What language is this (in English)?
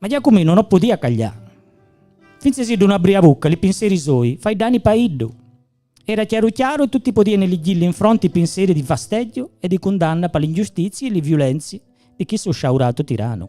Gallurese Sardinian